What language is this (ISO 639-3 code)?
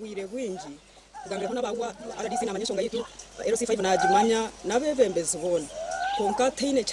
nyn